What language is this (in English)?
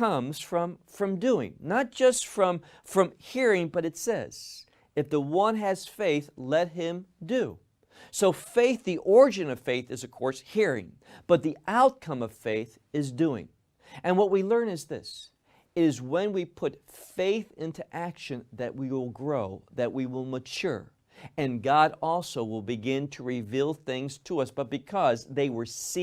English